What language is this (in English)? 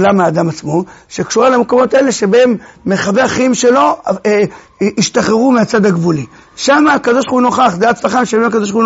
Hebrew